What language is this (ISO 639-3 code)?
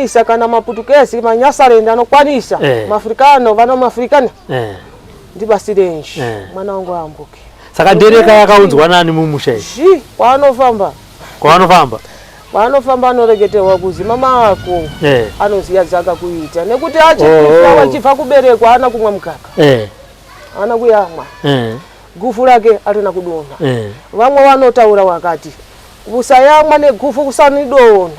sna